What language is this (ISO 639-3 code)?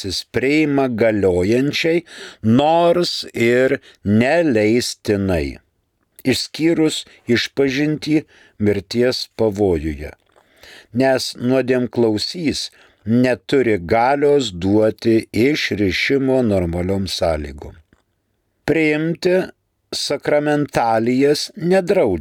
lit